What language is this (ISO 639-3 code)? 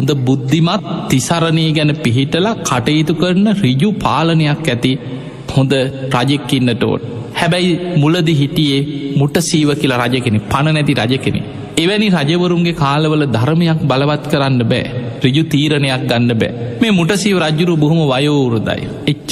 sin